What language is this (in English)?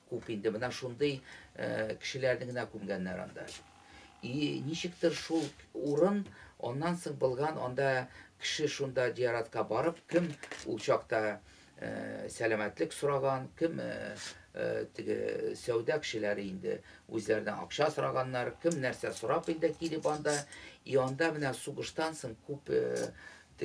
Tatar